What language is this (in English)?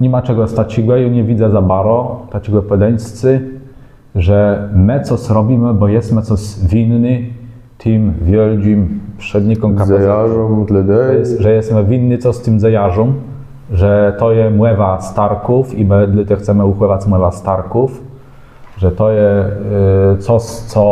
Kashubian